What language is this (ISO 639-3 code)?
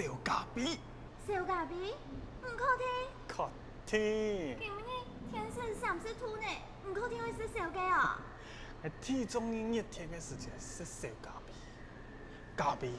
hak